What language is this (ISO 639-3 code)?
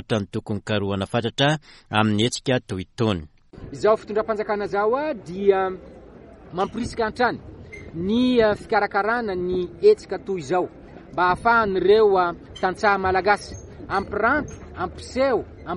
mlg